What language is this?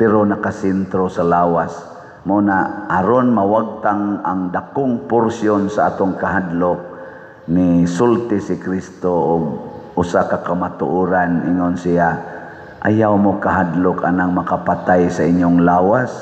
Cebuano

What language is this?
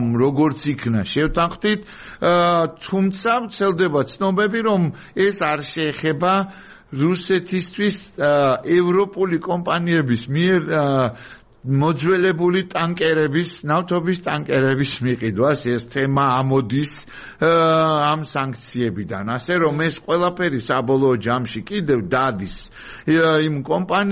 Georgian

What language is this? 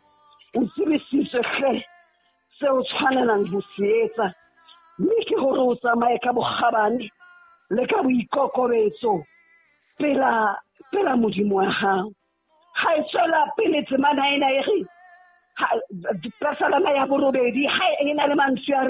Southern Sotho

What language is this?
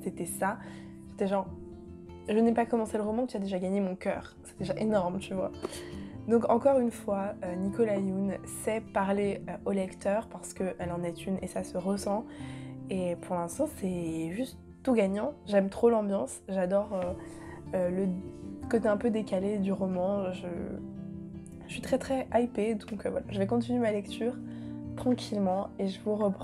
French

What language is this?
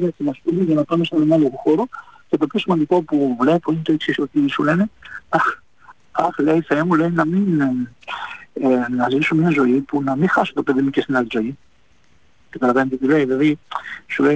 Greek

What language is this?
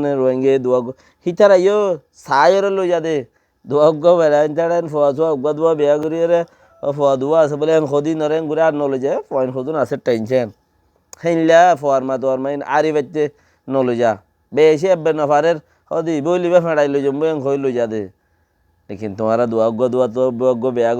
Rohingya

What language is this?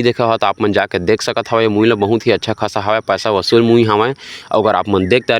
Chhattisgarhi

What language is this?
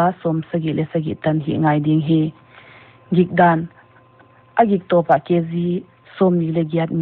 Paite Chin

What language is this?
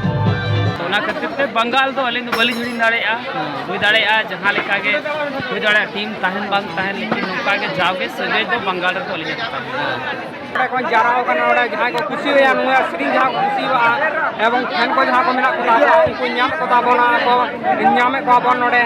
Santali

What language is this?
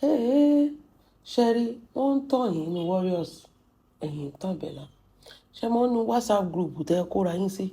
Yoruba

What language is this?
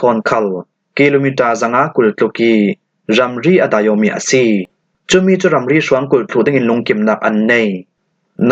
Falam Chin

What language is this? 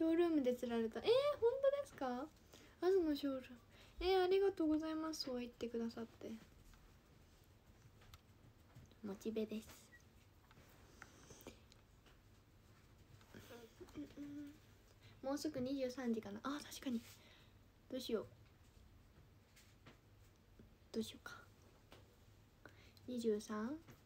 Japanese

